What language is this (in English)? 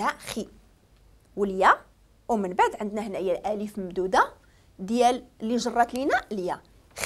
Moroccan Arabic